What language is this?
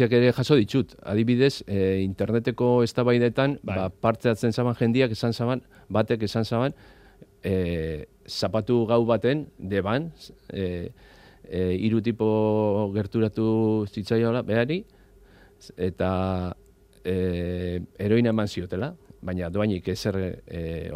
Basque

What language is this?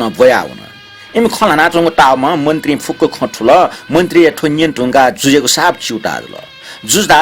Newari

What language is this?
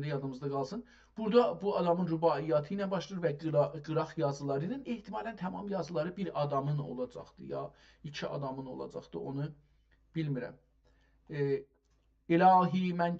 South Azerbaijani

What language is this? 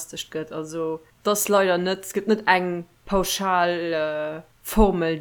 Luxembourgish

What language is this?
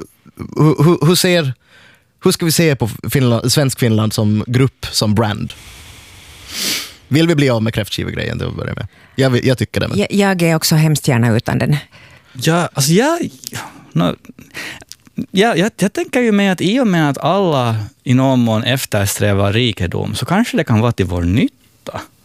Swedish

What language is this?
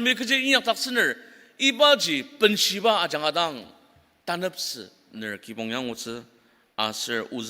Ao Naga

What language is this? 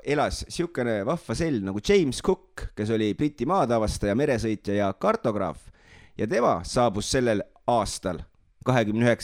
Estonian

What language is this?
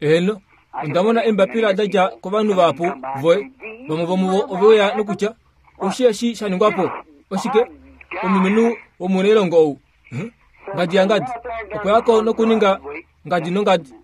Kuanyama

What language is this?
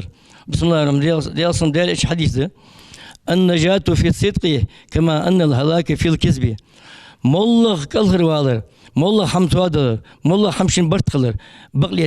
Ingush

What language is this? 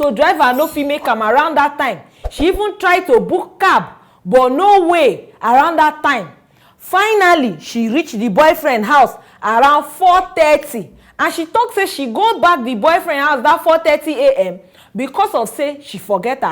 Nigerian Pidgin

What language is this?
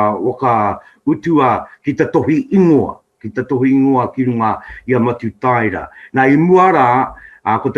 Māori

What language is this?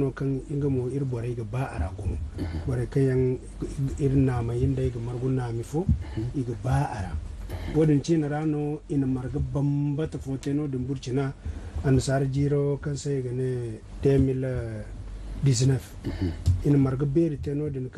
Zarma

